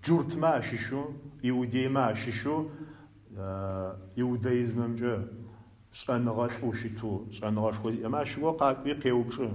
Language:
Adyghe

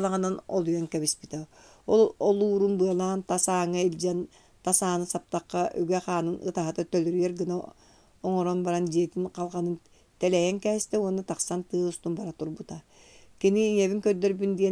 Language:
Yakut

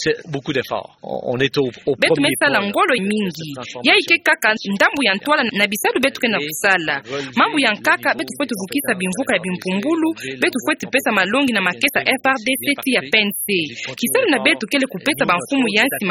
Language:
Kituba (Democratic Republic of Congo)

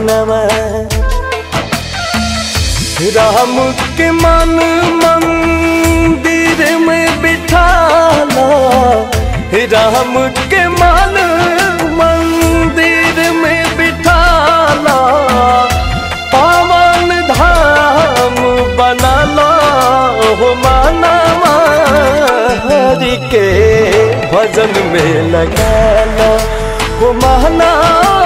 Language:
Bhojpuri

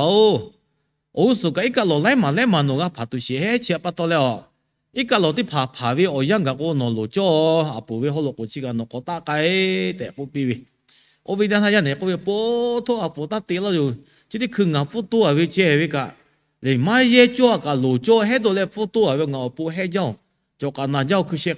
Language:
Lahu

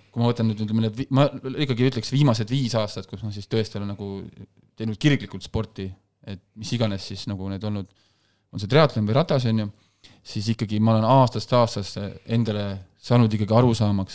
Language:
Estonian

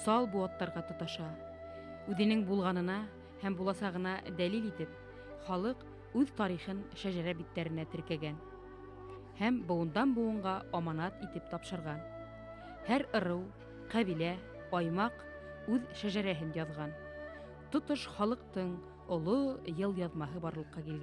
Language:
Bashkir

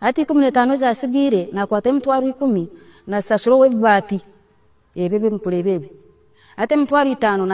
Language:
Nyankole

